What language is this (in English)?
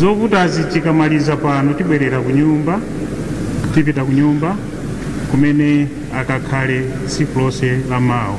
Nyanja